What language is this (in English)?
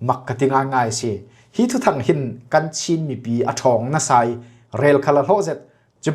Falam Chin